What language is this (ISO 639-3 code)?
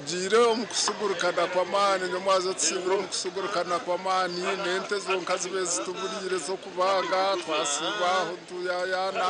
nyn